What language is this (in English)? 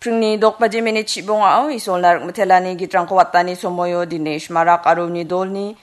Garo